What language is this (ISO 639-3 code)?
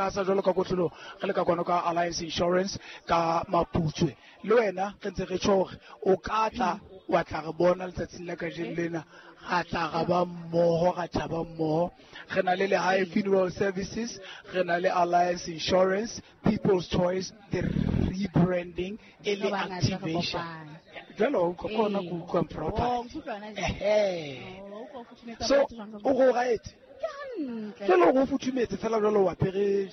sot